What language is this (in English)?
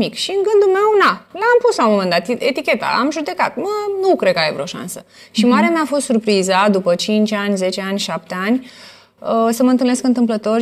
Romanian